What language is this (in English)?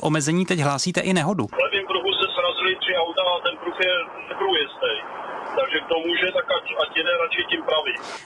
Czech